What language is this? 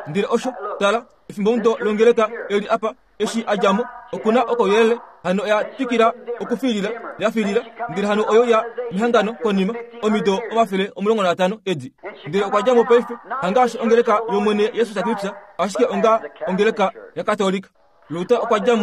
Kuanyama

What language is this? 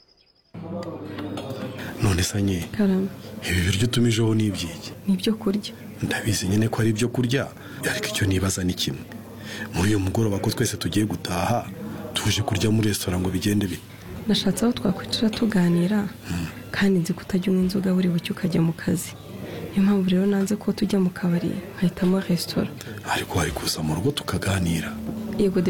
Kinyarwanda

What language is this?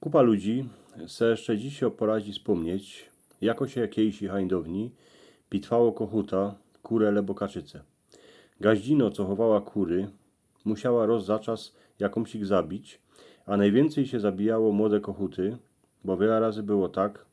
Silesian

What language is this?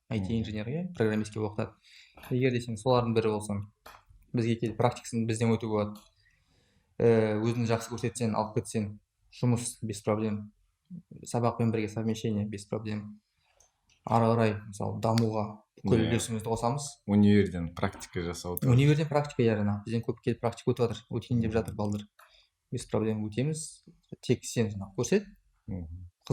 Kazakh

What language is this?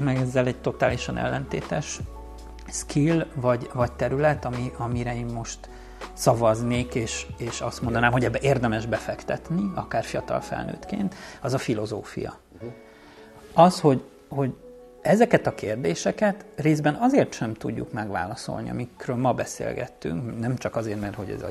Hungarian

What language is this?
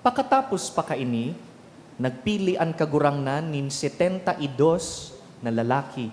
Bikol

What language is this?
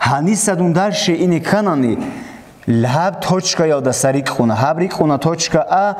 Avaric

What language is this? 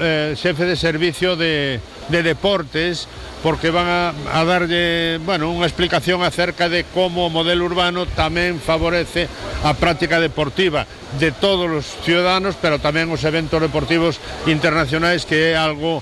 Galician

